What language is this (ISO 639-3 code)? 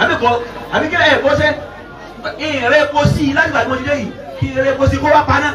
yor